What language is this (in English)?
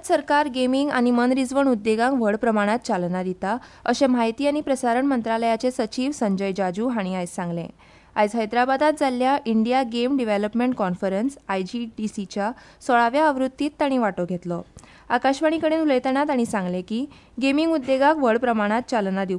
Konkani